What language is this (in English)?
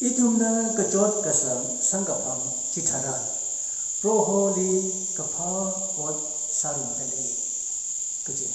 Tangkhul Naga (India)